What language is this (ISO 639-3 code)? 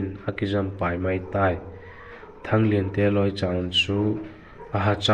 vap